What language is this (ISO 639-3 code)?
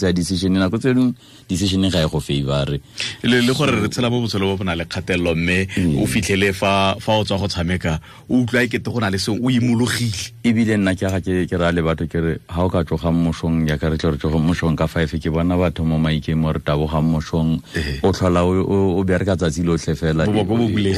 tsn